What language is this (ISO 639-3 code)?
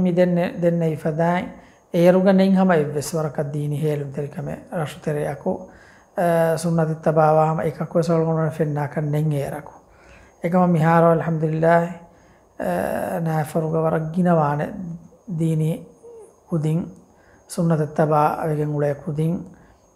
div